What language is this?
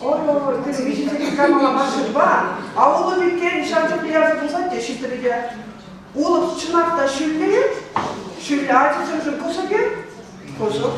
Chuvash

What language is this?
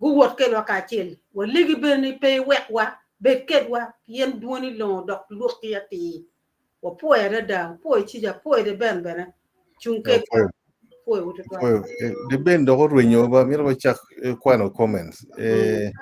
Acoli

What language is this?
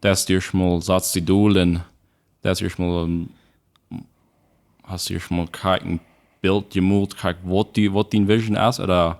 Plautdietsch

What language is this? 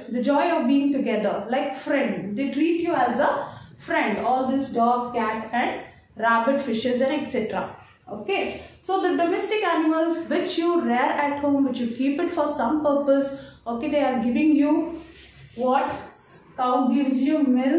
English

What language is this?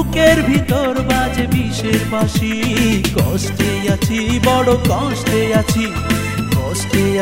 Bangla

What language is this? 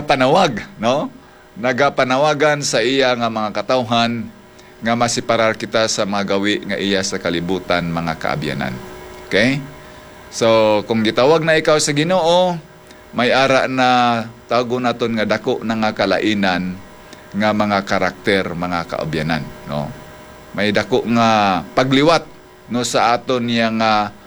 Hiligaynon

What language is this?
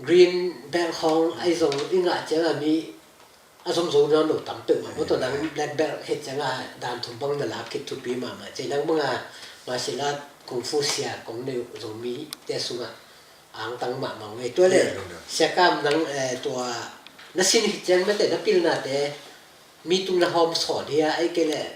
Tedim Chin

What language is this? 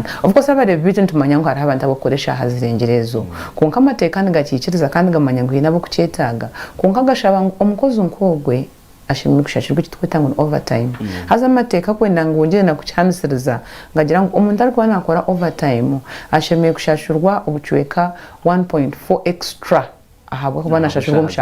Nyankole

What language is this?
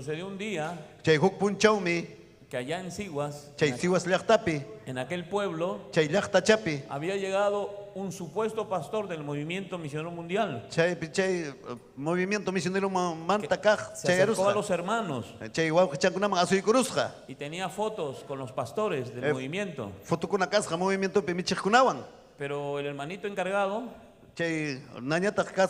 Ayacucho Quechua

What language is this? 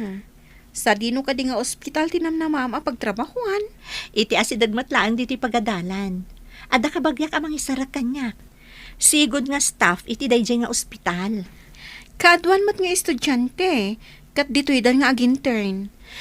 Iloko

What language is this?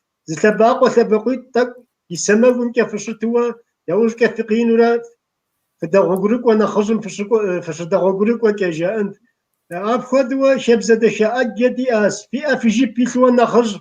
Kabardian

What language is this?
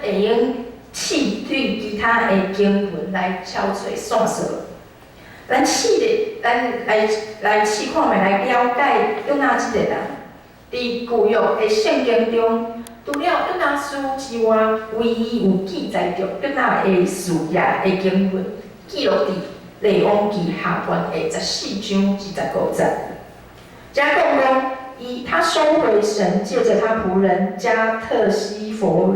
Min Nan Chinese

